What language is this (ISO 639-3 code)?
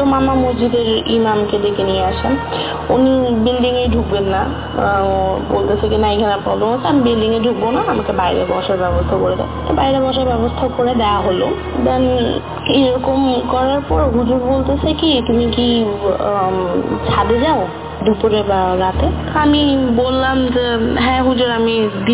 ben